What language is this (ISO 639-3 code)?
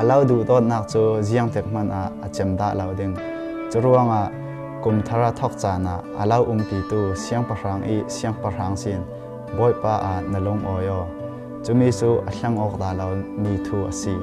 cfm